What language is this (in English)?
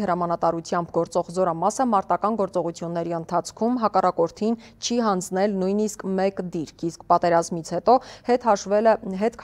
Armenian